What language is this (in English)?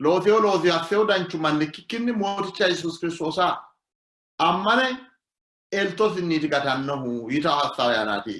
Sidamo